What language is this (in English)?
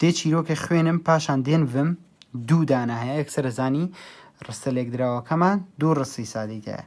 Central Kurdish